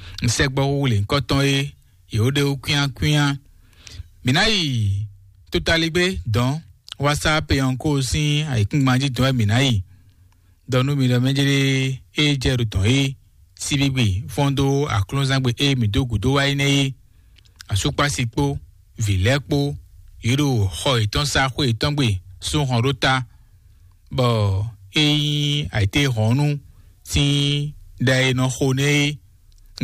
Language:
Fon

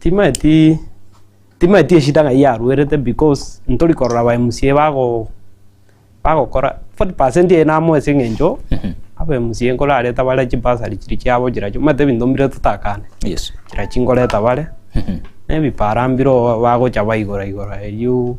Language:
Gusii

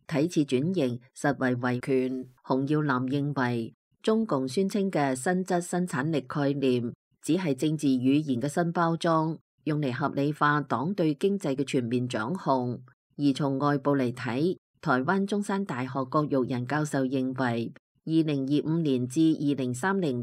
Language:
Cantonese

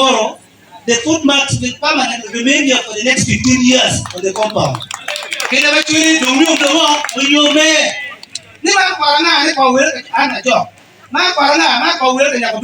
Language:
Acoli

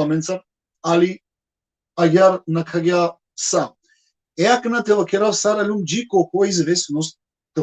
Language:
Balkan Romani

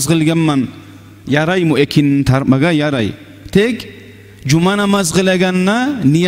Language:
Kumyk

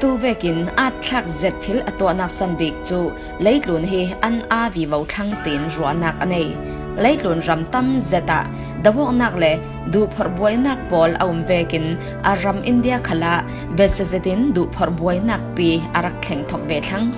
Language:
Falam Chin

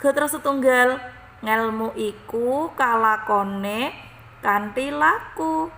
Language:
Javanese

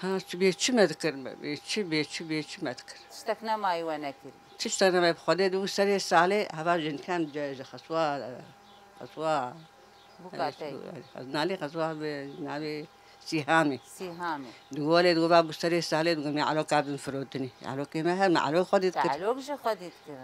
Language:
Kurdish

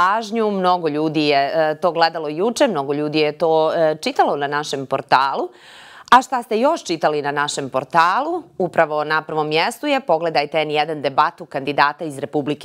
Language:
Bosnian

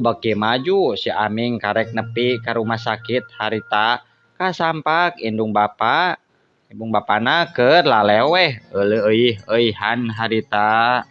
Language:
Sundanese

